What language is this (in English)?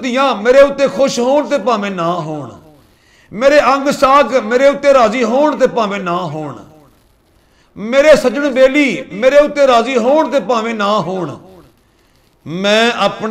Punjabi